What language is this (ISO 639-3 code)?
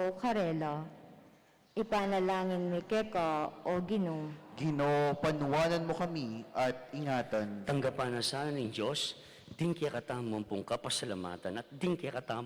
pam